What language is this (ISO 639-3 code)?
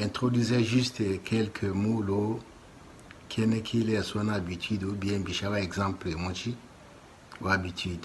tll